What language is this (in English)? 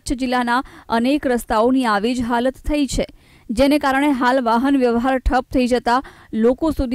Gujarati